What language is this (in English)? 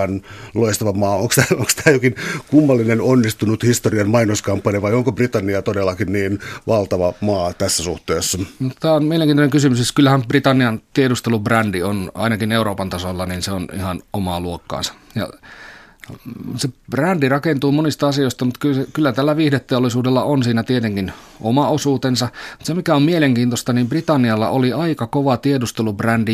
Finnish